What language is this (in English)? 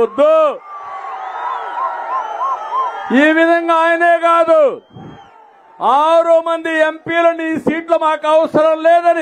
Telugu